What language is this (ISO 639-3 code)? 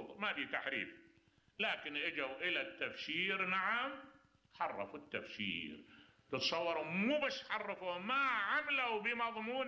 acm